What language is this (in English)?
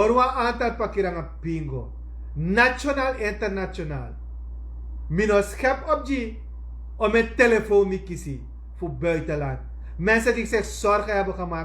Sranan Tongo